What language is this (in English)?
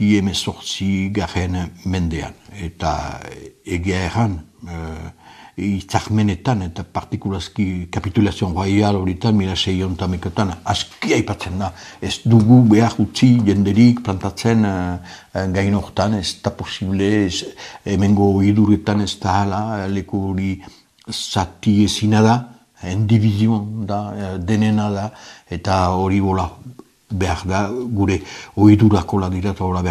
Basque